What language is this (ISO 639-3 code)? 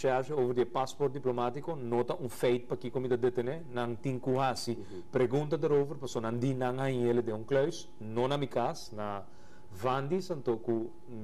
pap